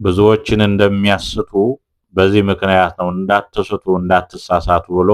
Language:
Amharic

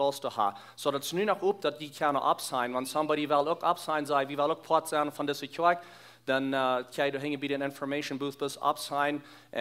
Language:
Plautdietsch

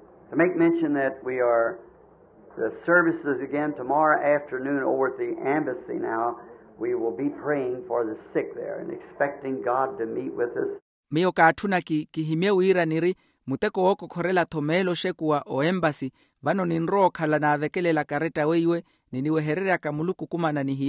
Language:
Makhuwa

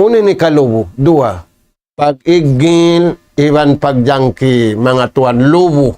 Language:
Tausug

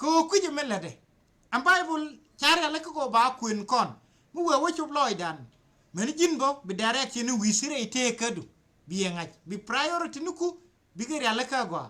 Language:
Nuer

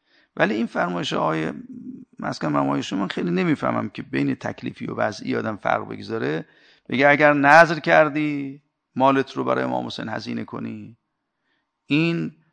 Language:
Persian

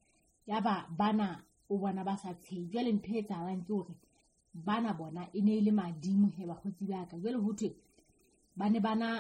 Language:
Southern Sotho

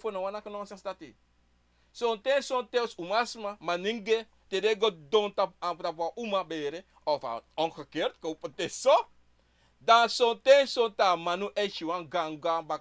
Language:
Sranan Tongo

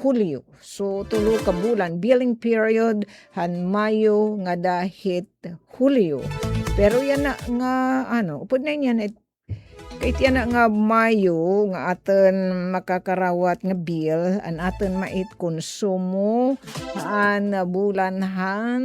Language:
Waray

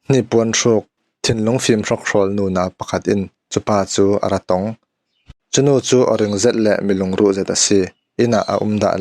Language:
Falam Chin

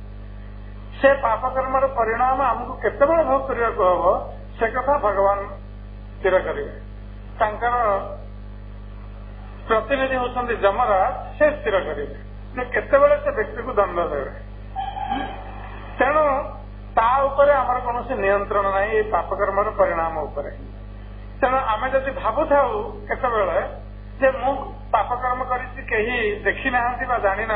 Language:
Odia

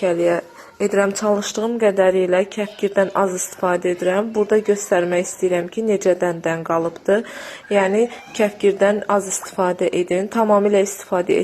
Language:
Azerbaijani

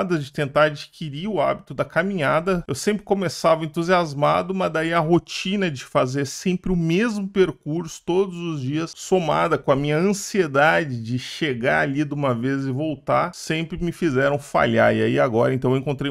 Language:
Portuguese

